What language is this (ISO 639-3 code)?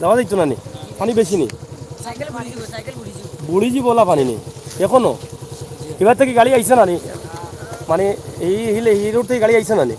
syl